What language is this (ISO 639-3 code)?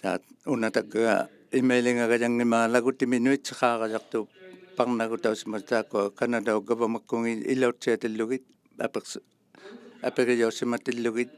iku